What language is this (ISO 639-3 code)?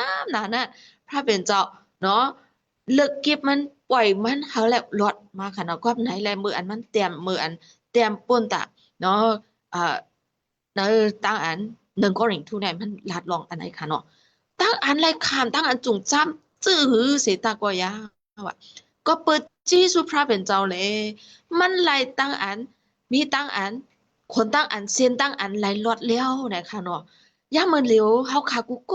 shn